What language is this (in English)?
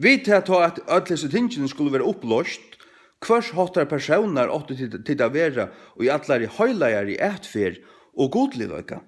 Faroese